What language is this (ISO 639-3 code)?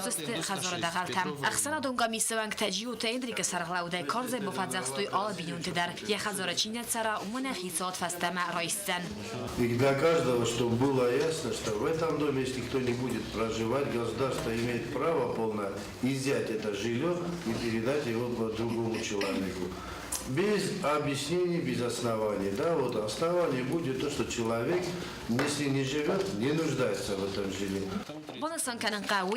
oss